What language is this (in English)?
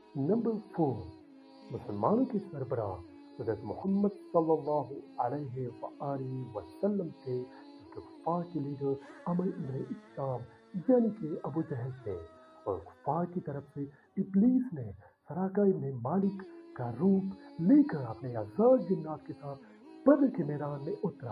Urdu